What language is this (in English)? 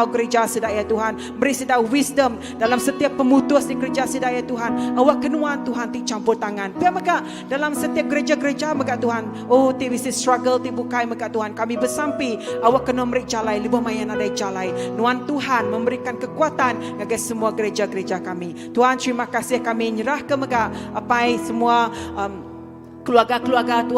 Iban